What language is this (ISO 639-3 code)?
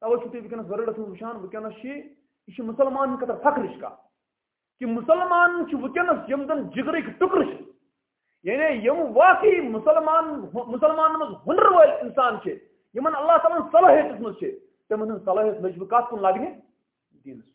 kas